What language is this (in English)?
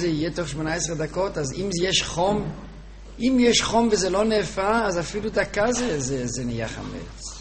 Hebrew